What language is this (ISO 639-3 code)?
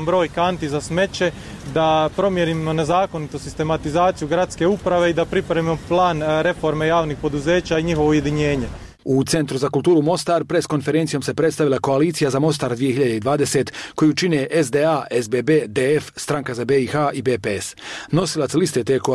bos